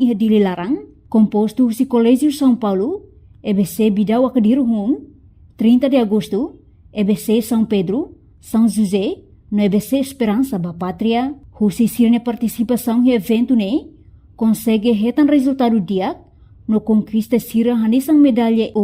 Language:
Tetum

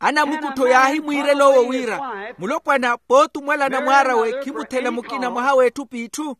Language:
Makhuwa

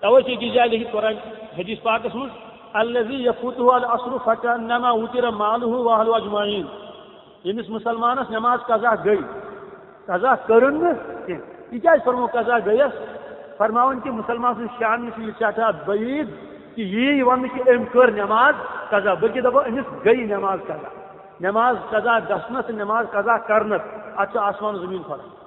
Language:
Kashmiri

